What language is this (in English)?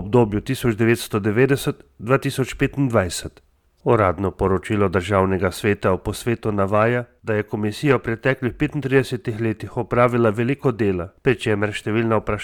Slovenian